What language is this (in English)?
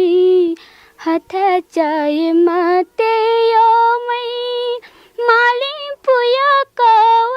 Newari